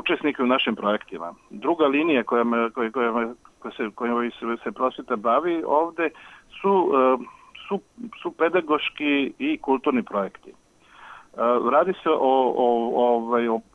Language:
Serbian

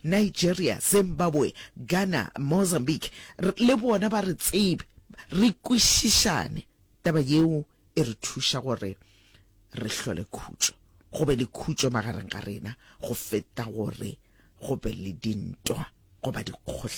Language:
Northern Sotho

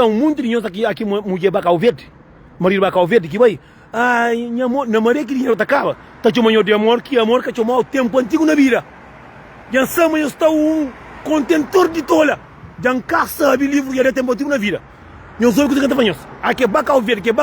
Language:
Kabuverdianu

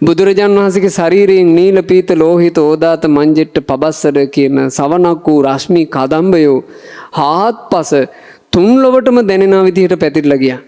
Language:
Sinhala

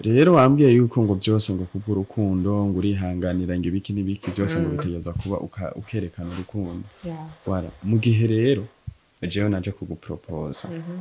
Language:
Rundi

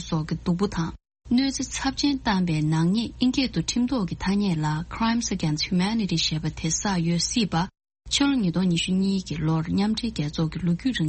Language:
Tibetan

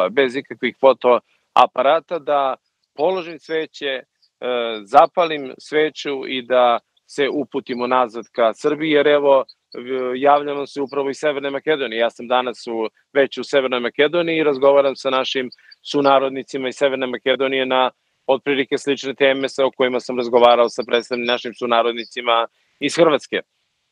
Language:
Serbian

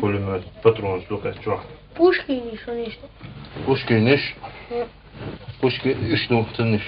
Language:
Chechen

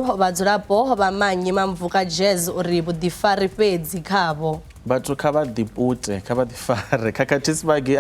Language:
Venda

